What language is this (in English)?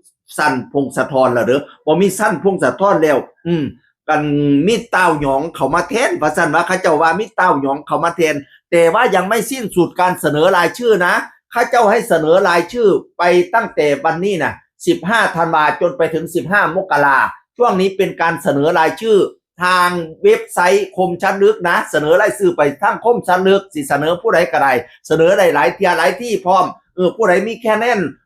Northeastern Thai